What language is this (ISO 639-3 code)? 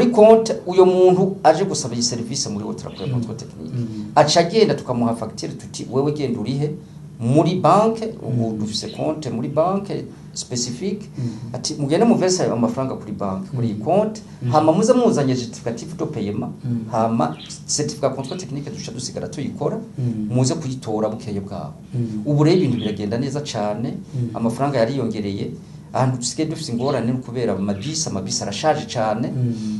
run